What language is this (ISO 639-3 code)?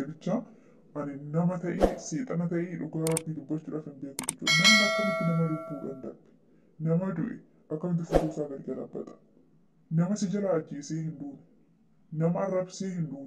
orm